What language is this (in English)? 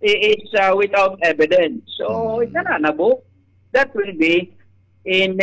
Waray